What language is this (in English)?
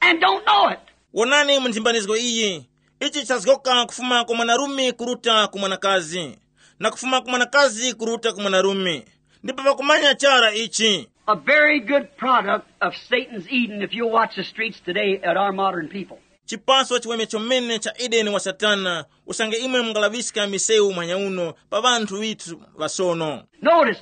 Tumbuka